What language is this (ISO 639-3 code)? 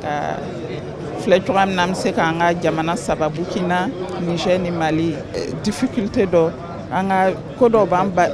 bam